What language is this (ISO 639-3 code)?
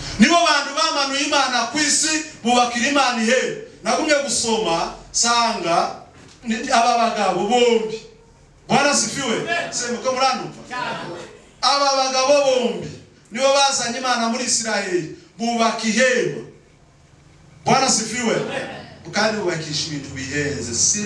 kin